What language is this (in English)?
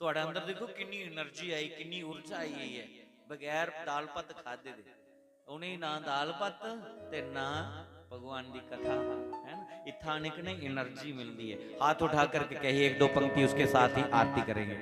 Dogri